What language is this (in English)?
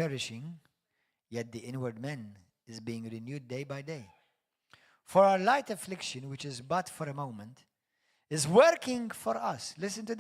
English